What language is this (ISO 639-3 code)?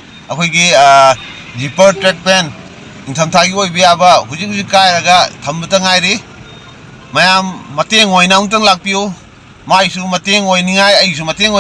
mni